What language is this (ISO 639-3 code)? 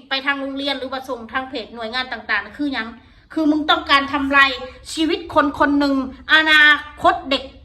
tts